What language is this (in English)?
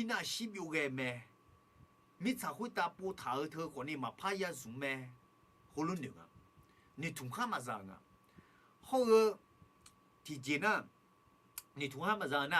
Akha